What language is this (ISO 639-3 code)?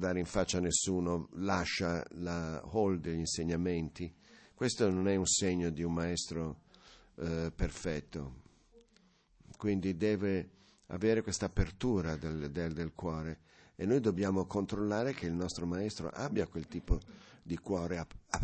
ita